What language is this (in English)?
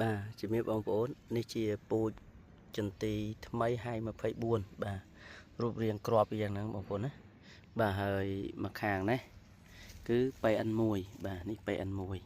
Khmer